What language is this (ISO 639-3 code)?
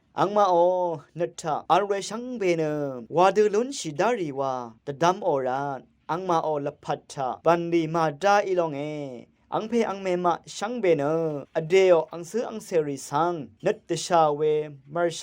raw